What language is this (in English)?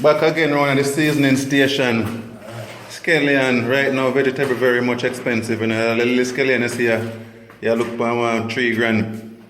Jamaican Creole English